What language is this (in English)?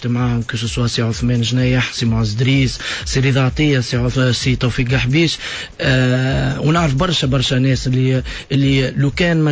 Tunisian Arabic